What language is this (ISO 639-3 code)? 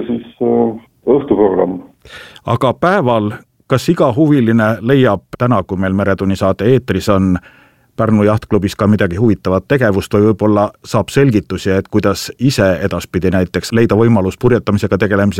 est